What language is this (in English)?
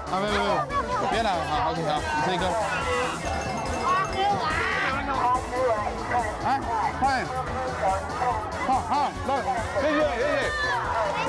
Chinese